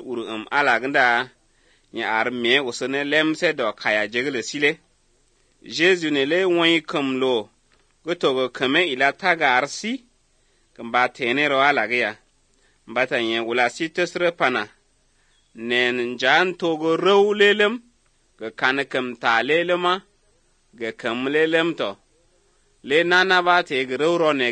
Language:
Slovenian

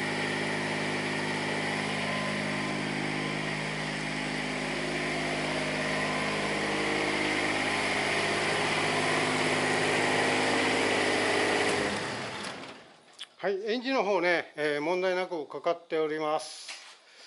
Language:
Japanese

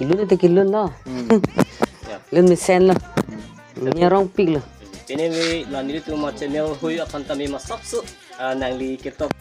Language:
Karbi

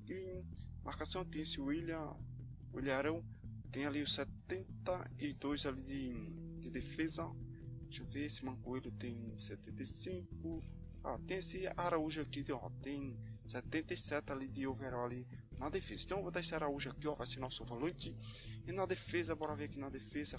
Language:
Portuguese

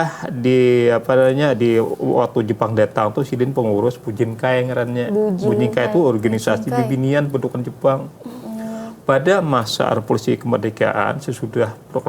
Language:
Banjar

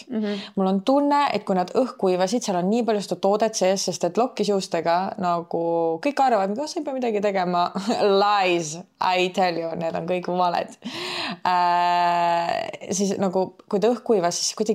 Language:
Estonian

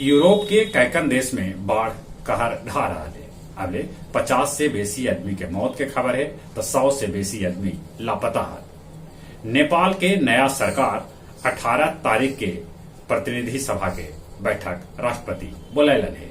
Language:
Magahi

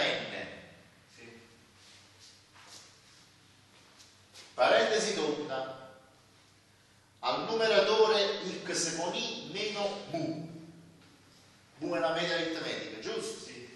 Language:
Italian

